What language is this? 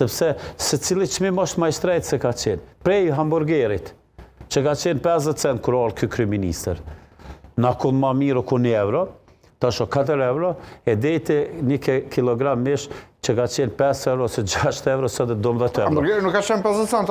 Albanian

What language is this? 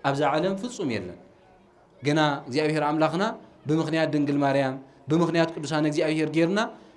Tigrinya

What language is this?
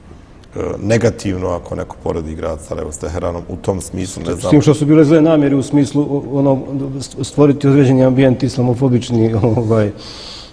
Bosnian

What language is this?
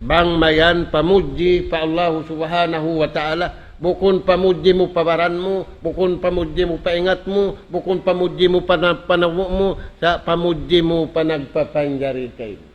Tausug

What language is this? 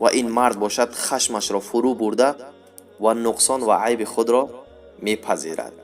Tajik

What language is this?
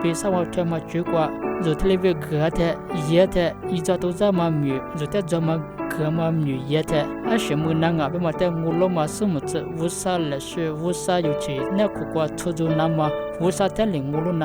Lisu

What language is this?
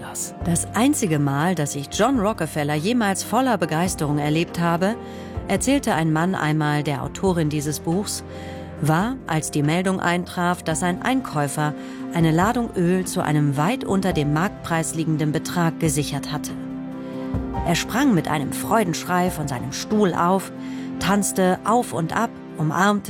German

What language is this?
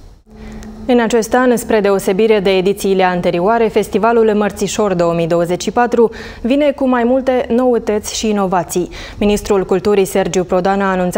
Romanian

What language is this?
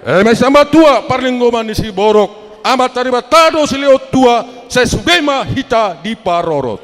Batak Toba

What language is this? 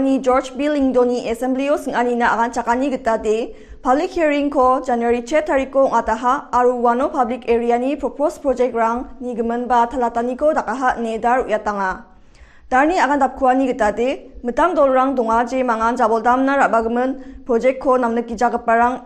Garo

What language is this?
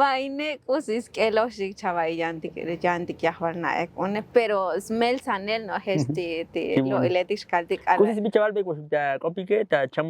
Tzotzil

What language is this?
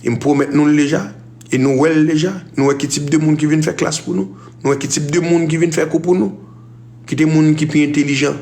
Haitian Creole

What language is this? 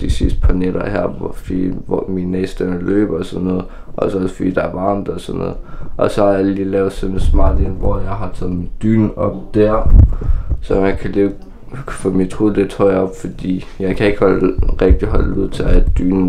Danish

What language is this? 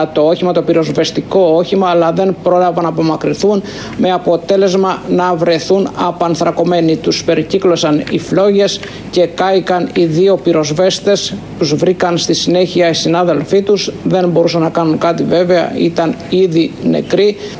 Greek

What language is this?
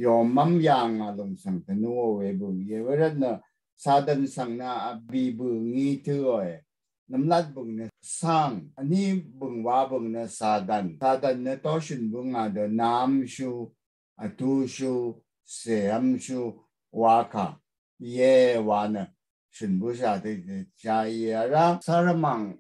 Rawang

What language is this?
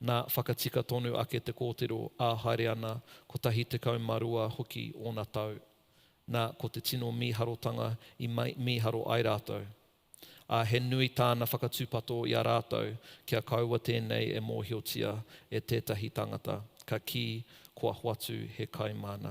Māori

